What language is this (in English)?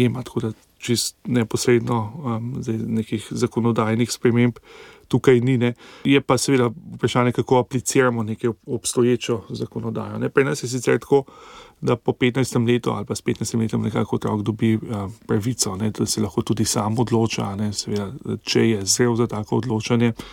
Slovenian